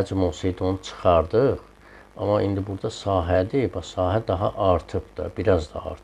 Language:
Azerbaijani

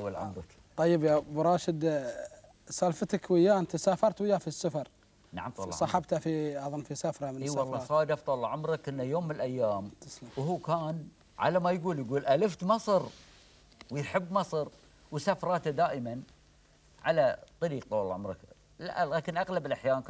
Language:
Gulf Arabic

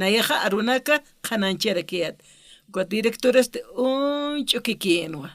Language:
Aymara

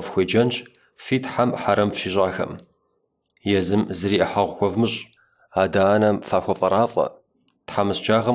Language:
Kabardian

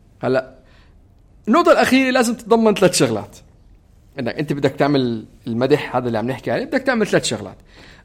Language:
North Levantine Arabic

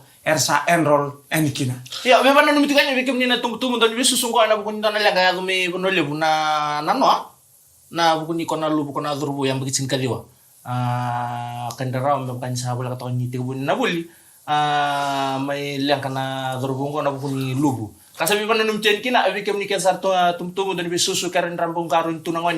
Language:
Fijian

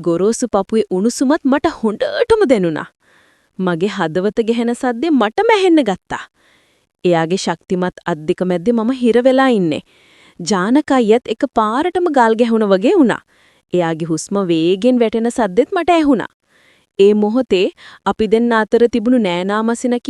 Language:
Sinhala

